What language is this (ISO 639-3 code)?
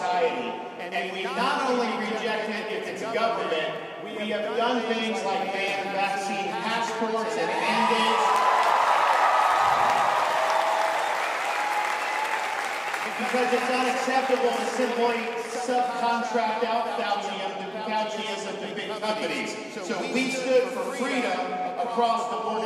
eng